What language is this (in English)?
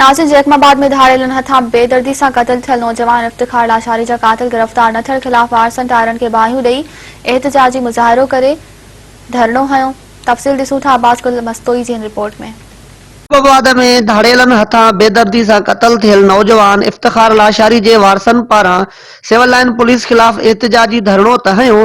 Sindhi